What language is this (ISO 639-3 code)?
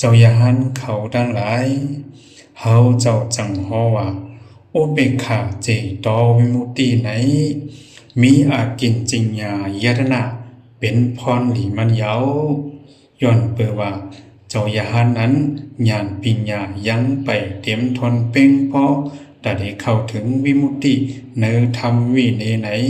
shn